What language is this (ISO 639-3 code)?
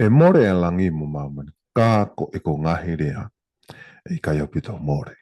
ton